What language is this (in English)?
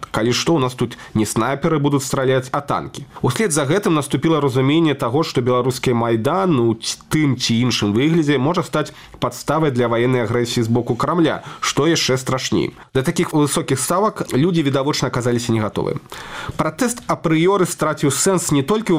Belarusian